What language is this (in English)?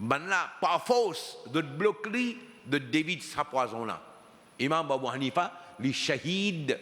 Morisyen